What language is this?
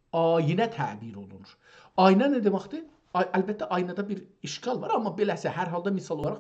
South Azerbaijani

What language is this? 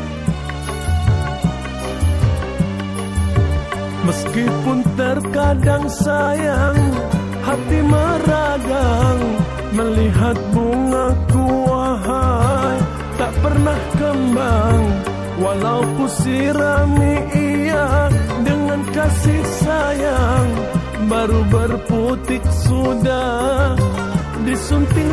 Indonesian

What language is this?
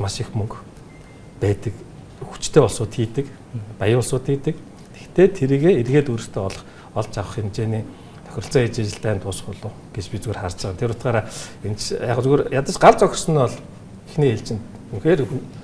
Mongolian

